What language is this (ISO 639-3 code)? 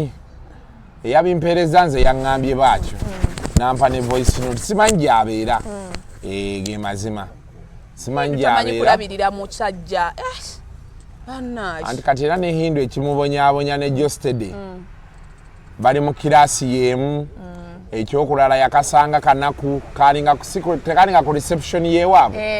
lug